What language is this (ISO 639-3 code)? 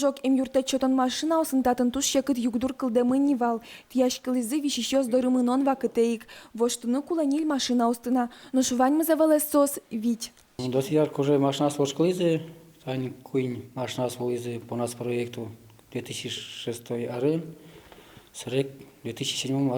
udm